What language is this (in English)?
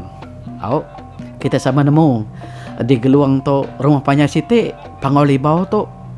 Iban